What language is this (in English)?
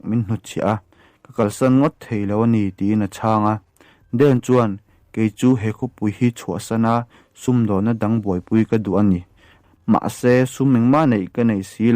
Mizo